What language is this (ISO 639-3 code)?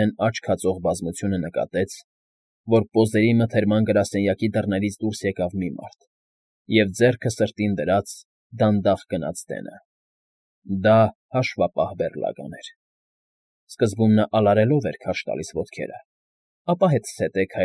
hye